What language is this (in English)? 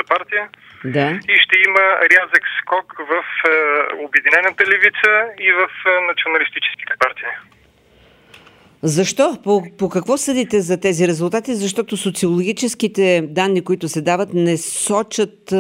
Bulgarian